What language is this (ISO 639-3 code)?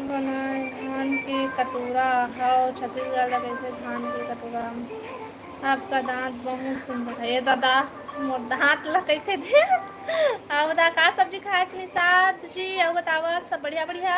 hne